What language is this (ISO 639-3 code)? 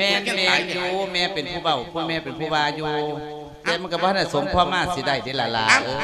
lao